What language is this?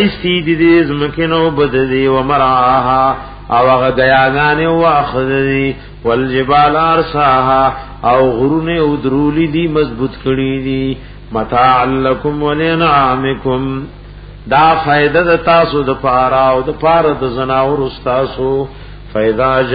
Pashto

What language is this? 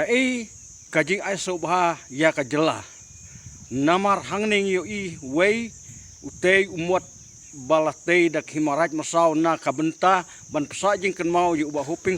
Khasi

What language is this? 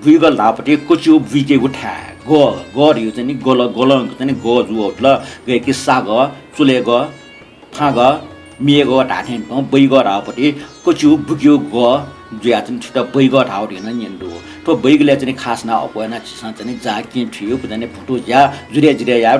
Newari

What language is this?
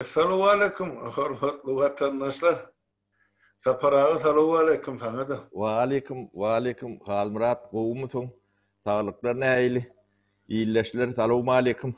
Turkmen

